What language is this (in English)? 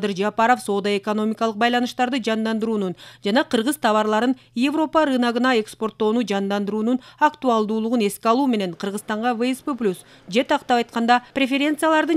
Kyrgyz